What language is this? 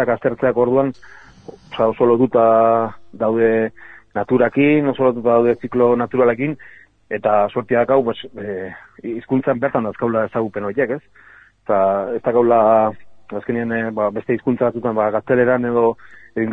Basque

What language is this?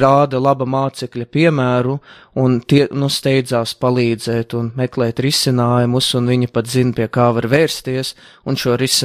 Latvian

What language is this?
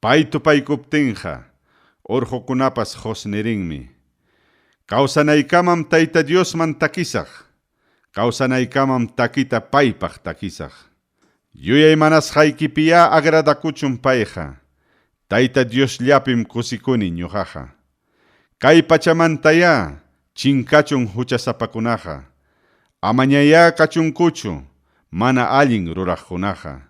Ayacucho Quechua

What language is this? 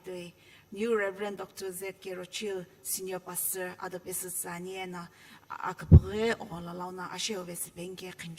Sumi Naga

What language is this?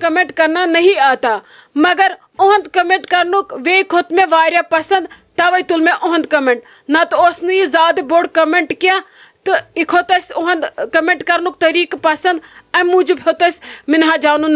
Kashmiri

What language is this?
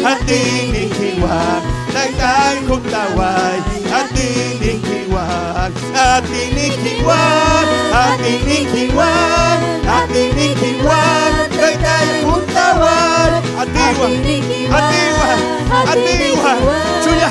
Ayacucho Quechua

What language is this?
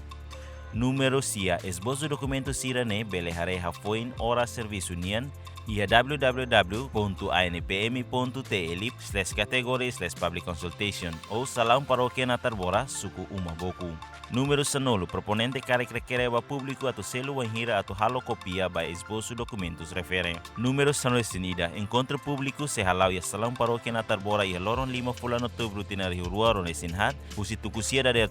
Tetum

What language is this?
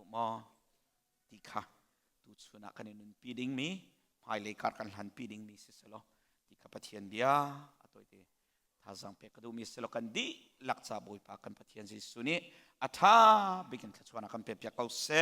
Hakha Chin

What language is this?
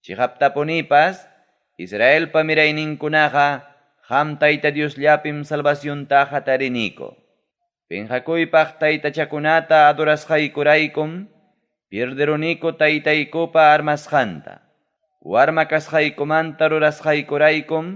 Ayacucho Quechua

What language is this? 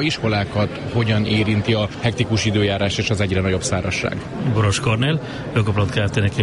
Hungarian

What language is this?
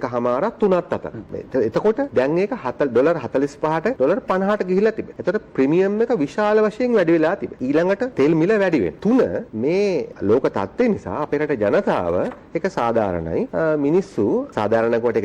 Sinhala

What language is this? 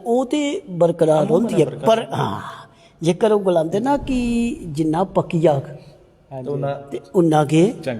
Dogri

